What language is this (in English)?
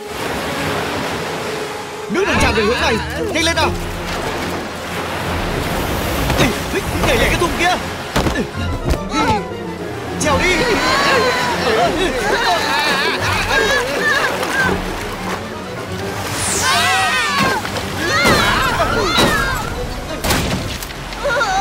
Vietnamese